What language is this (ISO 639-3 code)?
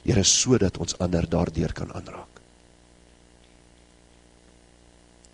afr